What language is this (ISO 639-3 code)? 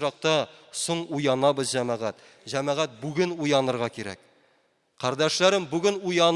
tat